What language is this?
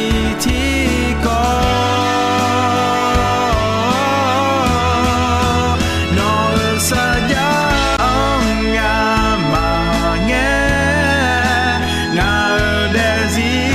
Akha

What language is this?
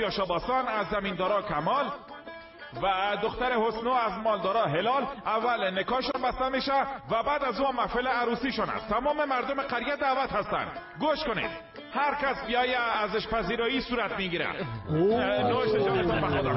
Persian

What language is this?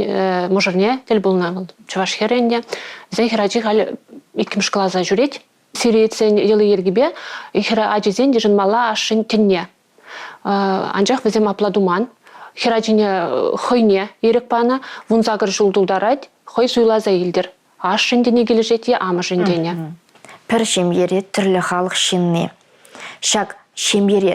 Chuvash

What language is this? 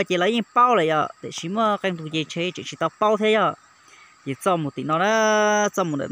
Hmong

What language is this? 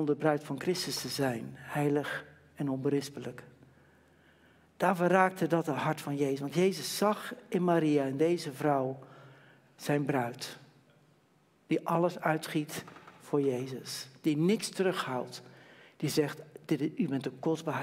Dutch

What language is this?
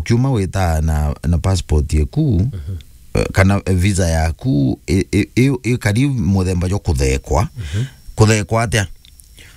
Meru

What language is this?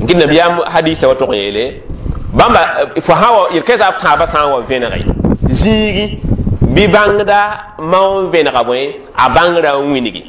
Mossi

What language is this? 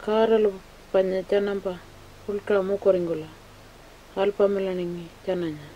Pitjantjatjara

